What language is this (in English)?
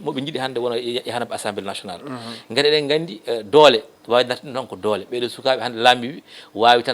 Fula